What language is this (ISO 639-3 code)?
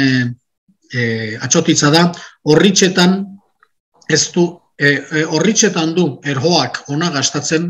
eus